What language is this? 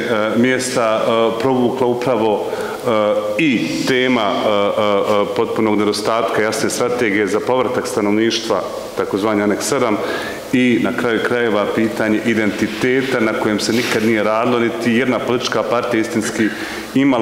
Bosnian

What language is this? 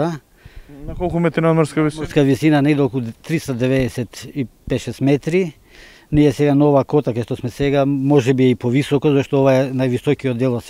Macedonian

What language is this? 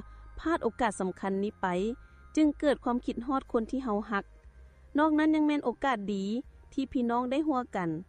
Lao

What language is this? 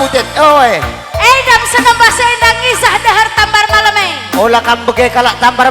Batak Karo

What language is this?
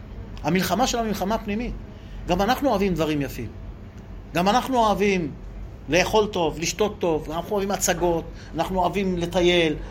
Hebrew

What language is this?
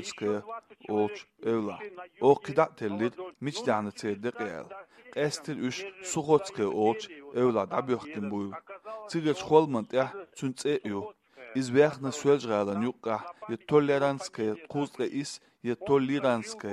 Chechen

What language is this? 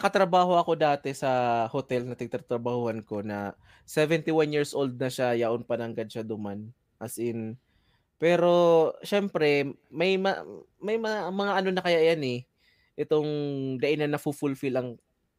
Bikol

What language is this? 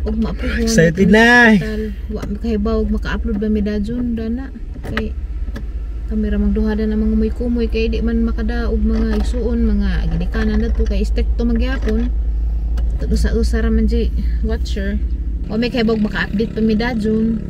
Cebuano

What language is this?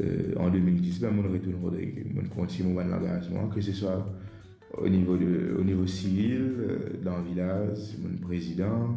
Morisyen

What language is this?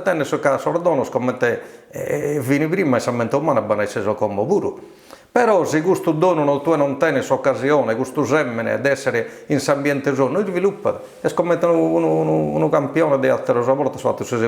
Sardinian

